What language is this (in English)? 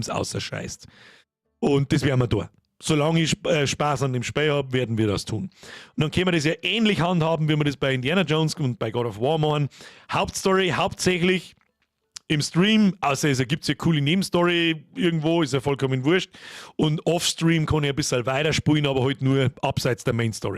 Bavarian